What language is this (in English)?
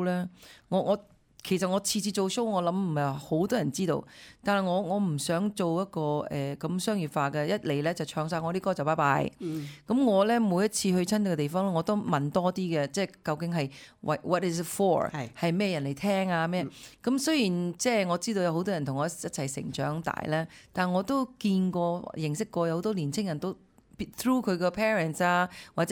Cantonese